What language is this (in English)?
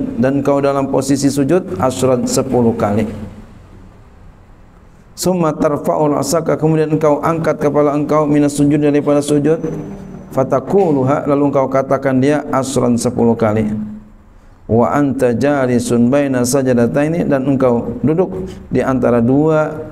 Malay